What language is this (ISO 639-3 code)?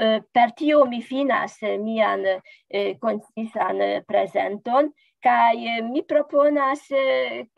epo